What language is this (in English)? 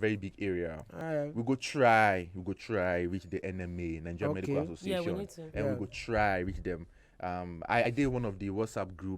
Nigerian Pidgin